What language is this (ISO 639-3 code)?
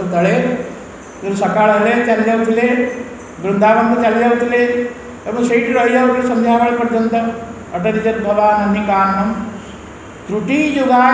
ori